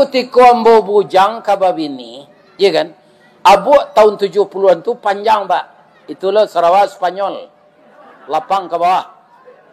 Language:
Minangkabau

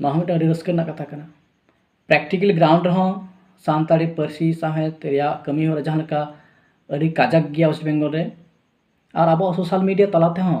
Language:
Santali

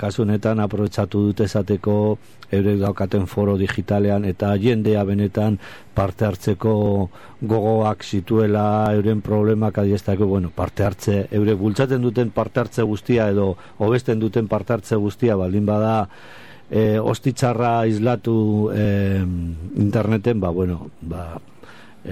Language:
Basque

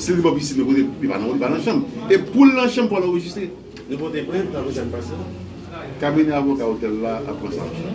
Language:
Haitian Creole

